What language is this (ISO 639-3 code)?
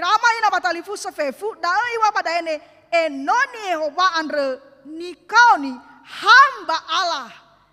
nia